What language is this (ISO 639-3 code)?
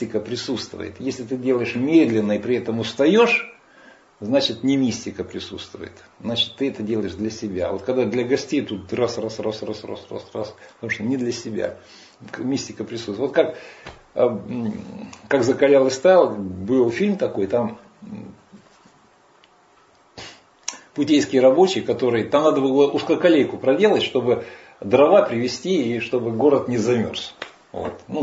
rus